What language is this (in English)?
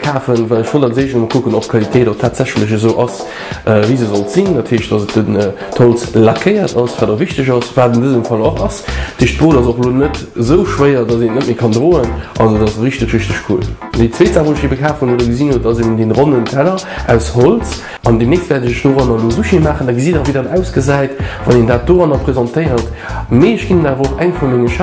Luxembourgish